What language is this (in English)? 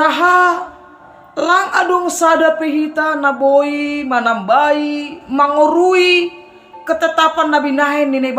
Batak Simalungun